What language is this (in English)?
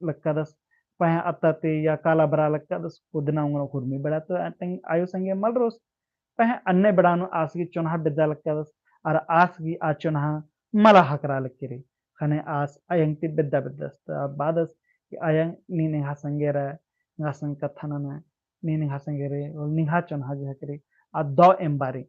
Kurukh